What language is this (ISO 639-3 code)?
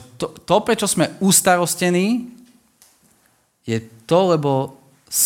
slk